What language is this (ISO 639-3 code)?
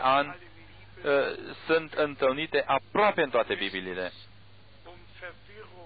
ron